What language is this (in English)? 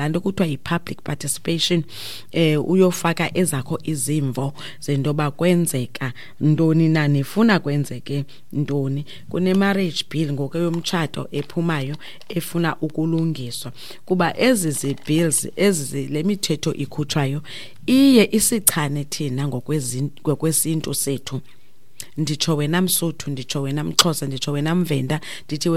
Xhosa